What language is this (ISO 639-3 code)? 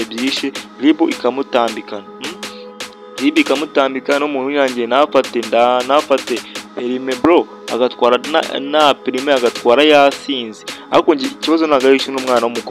kin